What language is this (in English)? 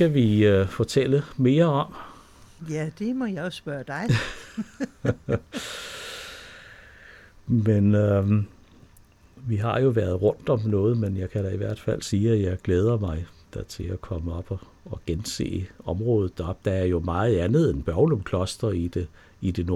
Danish